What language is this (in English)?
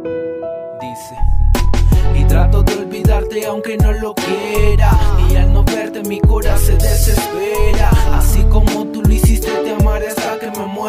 Spanish